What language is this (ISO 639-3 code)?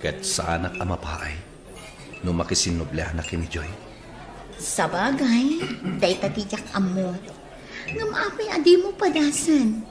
ilo